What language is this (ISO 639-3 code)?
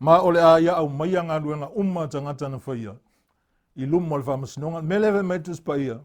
smo